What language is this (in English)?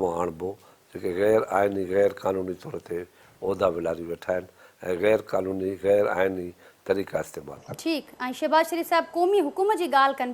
Sindhi